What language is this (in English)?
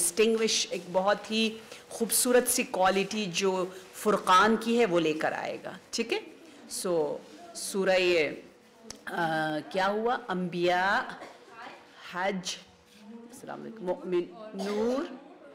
Urdu